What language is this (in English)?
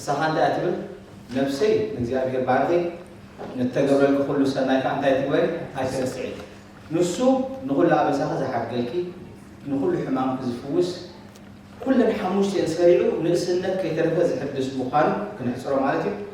Tigrinya